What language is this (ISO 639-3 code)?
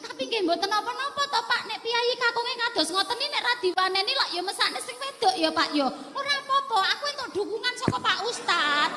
jav